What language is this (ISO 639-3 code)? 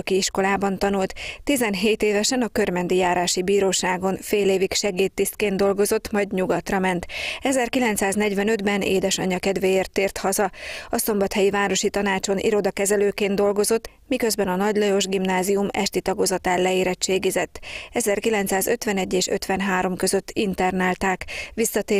hun